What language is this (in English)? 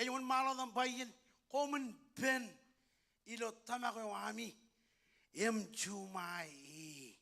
Marshallese